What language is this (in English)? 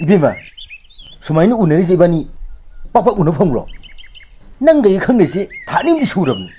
Manipuri